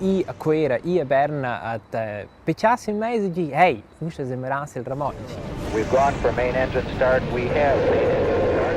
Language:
Romansh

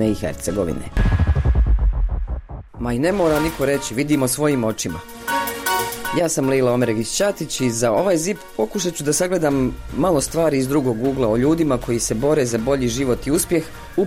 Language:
Bosnian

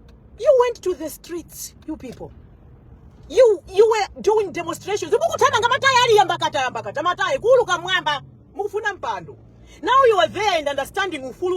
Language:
Nyanja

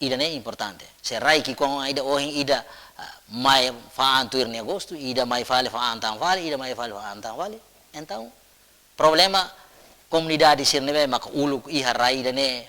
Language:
Tetum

